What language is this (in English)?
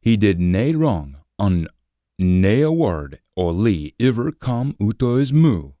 Scots